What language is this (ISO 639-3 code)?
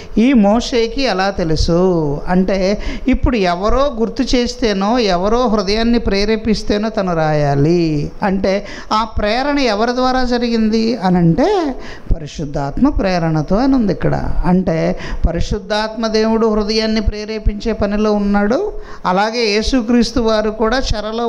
tel